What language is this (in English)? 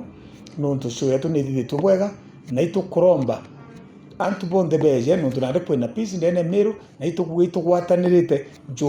Meru